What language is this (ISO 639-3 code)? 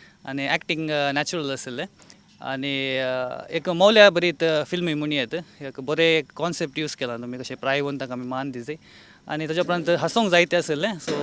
kok